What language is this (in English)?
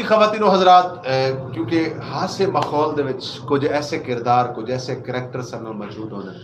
Saraiki